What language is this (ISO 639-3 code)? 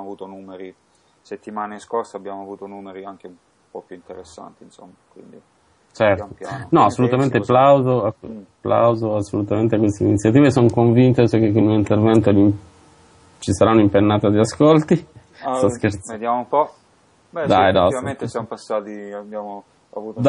ita